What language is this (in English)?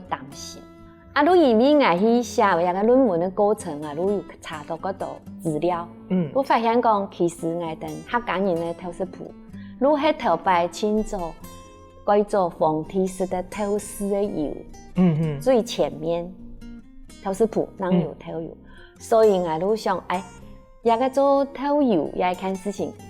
Hakka Chinese